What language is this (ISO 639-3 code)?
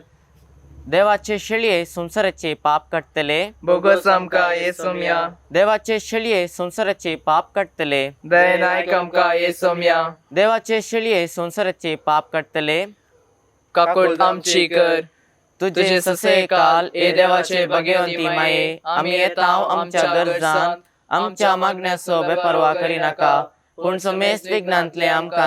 kok